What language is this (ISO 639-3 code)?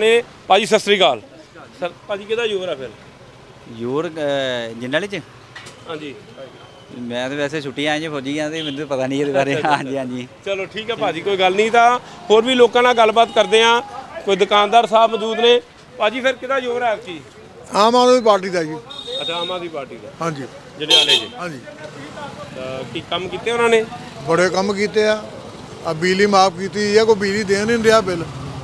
pan